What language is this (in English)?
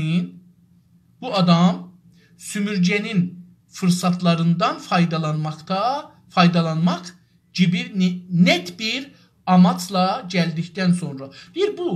South Azerbaijani